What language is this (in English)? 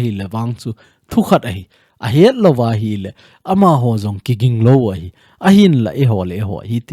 Thado Chin